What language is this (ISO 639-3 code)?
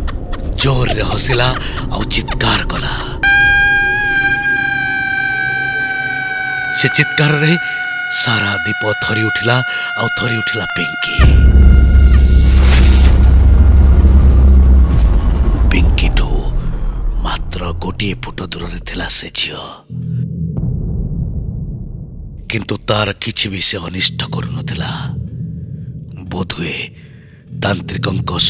ori